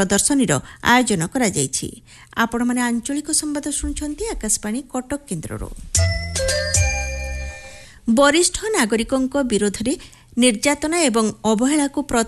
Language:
Odia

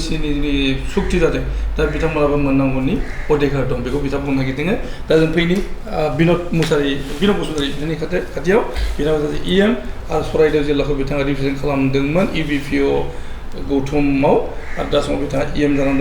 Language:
Bodo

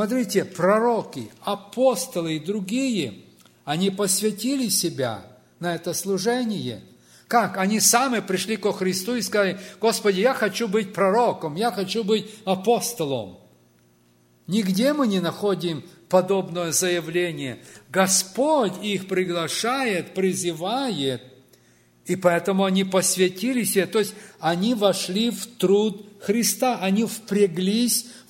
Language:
Russian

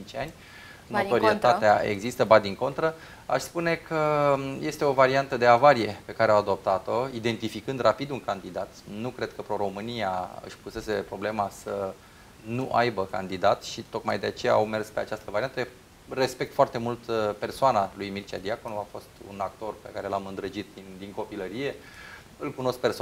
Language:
Romanian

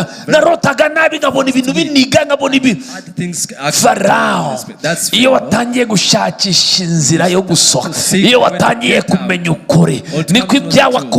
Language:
Kinyarwanda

